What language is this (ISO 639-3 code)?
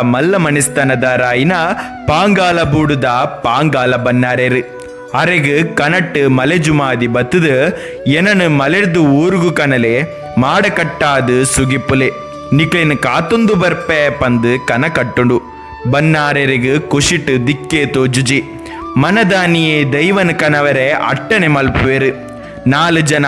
tcy